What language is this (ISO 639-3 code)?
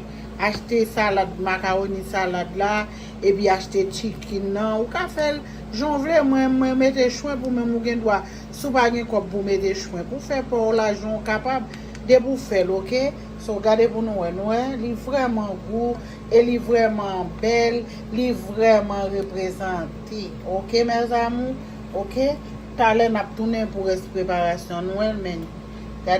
hat